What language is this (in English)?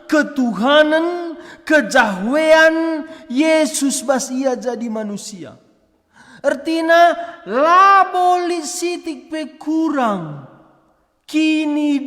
Batak Karo